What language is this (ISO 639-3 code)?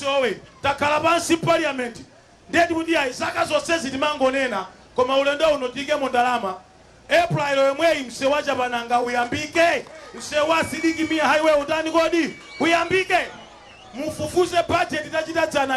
nya